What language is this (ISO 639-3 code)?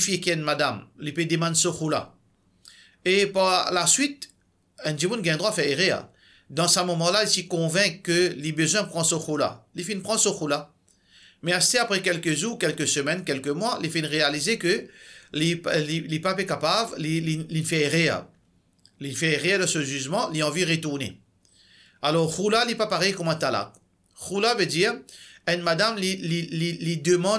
mfe